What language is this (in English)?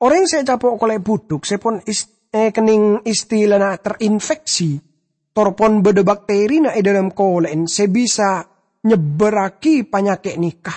Madurese